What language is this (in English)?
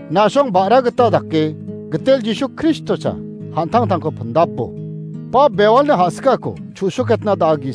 Garo